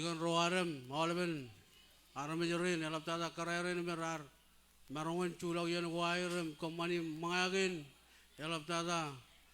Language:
Marshallese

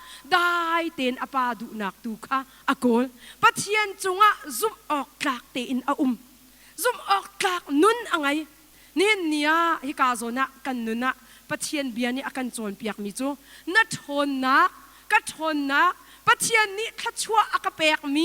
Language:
Hakha Chin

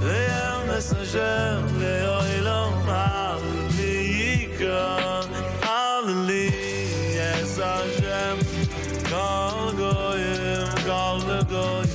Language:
Yiddish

